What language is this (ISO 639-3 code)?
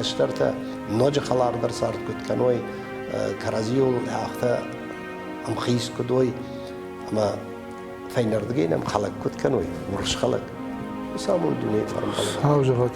oss